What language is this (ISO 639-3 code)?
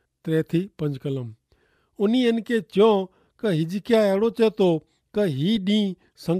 kfr